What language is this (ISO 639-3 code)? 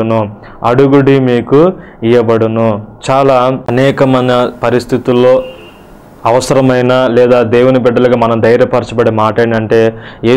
tel